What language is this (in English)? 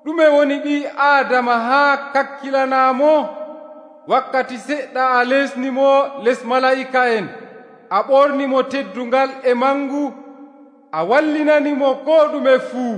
Nigerian Fulfulde